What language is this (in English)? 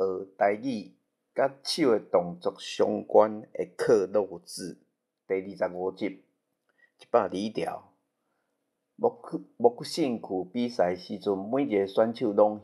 Min Nan Chinese